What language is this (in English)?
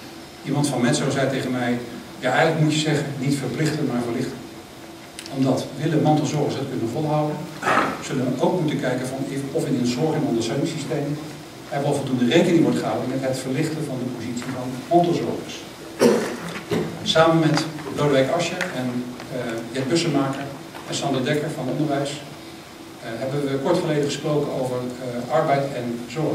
Dutch